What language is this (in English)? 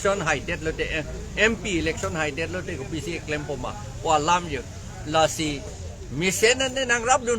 Karbi